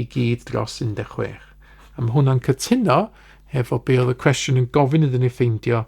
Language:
Welsh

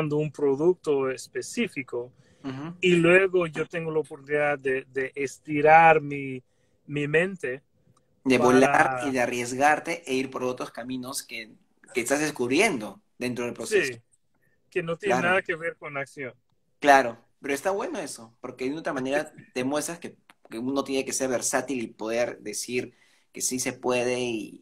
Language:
Spanish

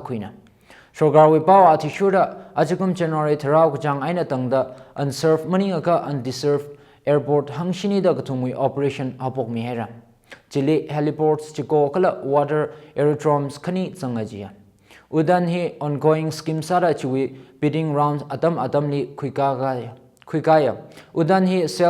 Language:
Tangkhul Naga (India)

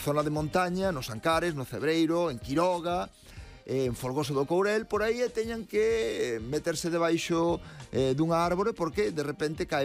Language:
Galician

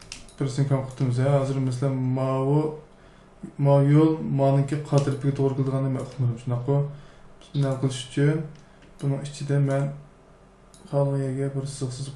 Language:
Uyghur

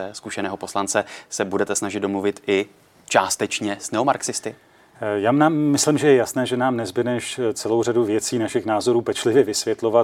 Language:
Czech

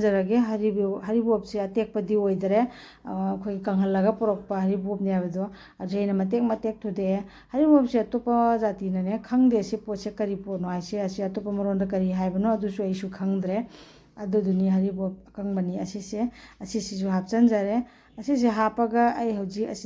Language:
Manipuri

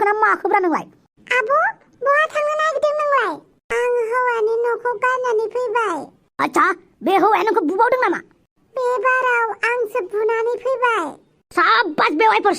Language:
Bodo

